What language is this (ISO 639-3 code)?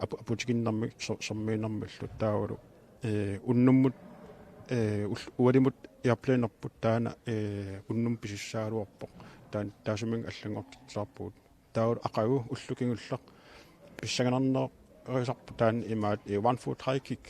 kal